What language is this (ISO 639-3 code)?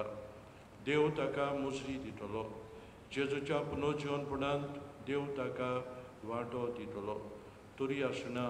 kok